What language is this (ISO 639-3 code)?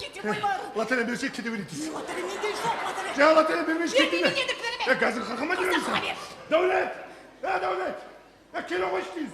kaa